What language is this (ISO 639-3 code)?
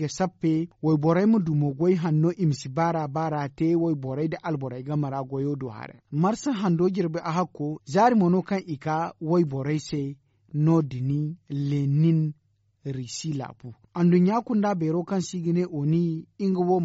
dje